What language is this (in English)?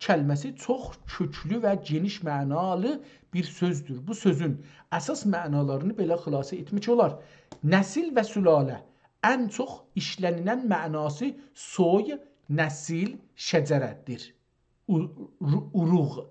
South Azerbaijani